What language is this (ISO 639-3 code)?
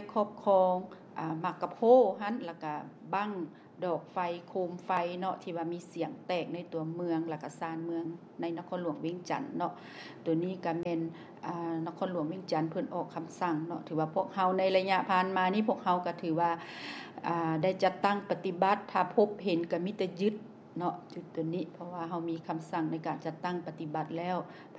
lao